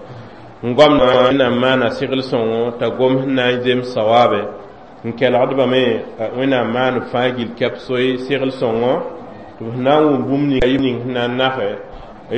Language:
Mossi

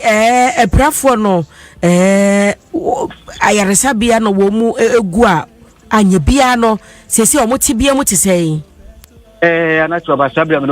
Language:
Akan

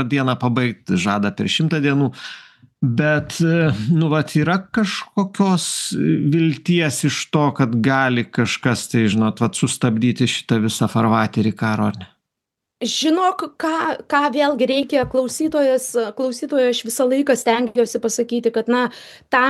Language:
Lithuanian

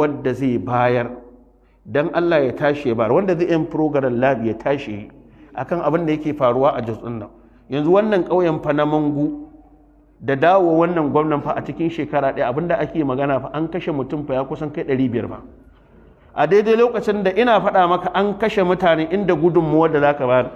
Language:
Hausa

